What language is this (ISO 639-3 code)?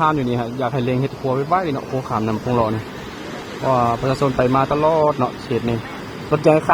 lao